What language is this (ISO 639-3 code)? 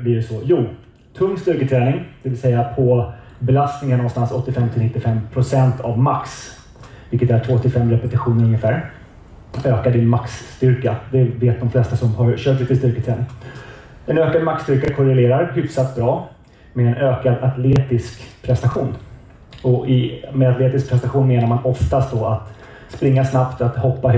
swe